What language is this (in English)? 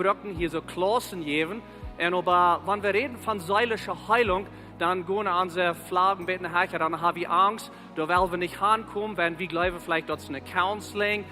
Plautdietsch